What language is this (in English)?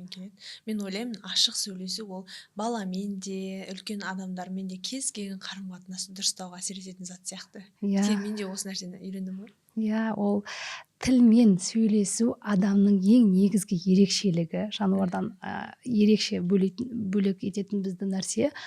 Kazakh